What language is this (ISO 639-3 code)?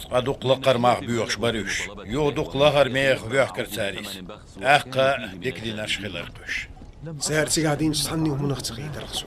che